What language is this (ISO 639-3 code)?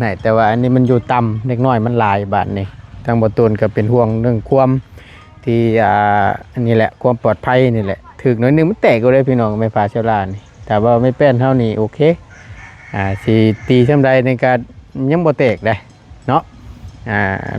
lao